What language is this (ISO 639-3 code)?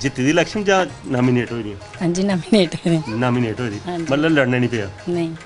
doi